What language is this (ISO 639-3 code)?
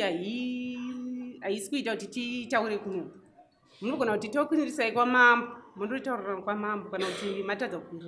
sna